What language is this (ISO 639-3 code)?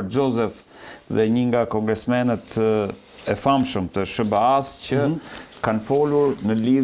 sqi